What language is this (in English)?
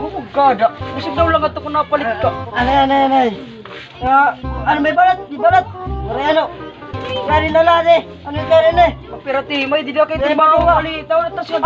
Waray